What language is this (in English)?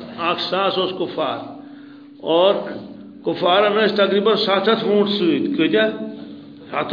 Kashmiri